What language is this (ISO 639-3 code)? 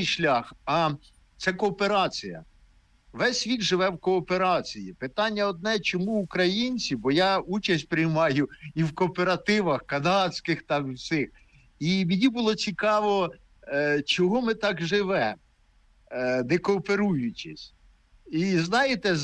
ukr